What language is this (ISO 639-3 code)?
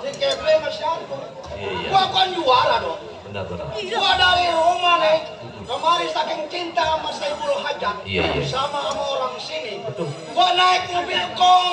bew